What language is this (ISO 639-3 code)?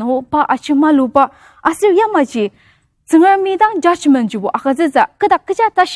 njo